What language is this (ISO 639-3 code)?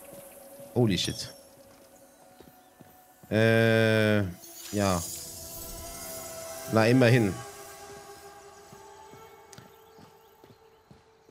deu